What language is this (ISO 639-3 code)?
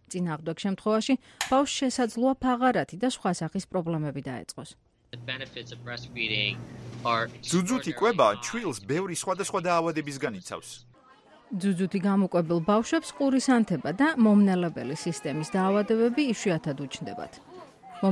kat